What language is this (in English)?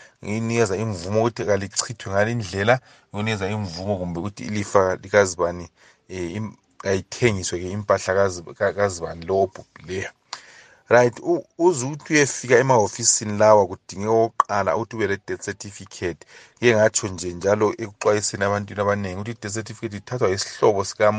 North Ndebele